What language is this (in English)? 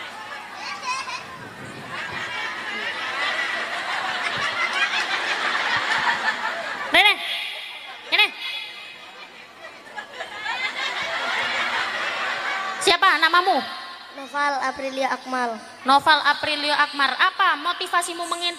Indonesian